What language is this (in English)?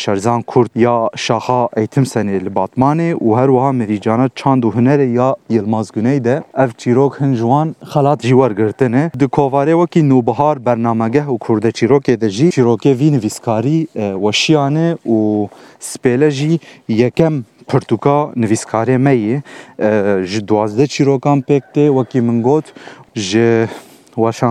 Kurdish